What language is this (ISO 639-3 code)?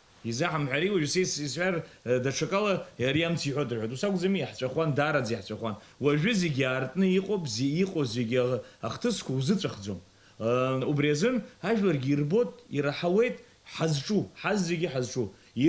abk